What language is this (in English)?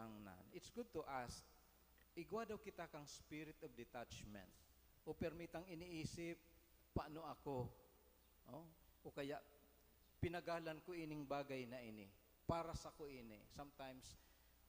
Bikol